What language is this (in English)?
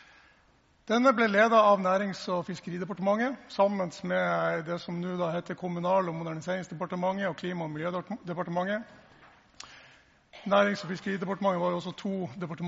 Norwegian